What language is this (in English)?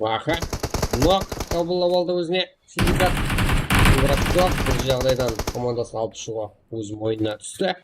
Kara-Kalpak